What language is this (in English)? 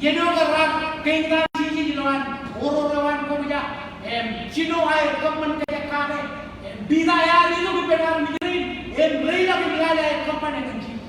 Marshallese